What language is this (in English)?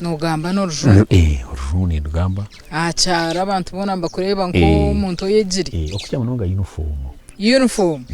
Nyankole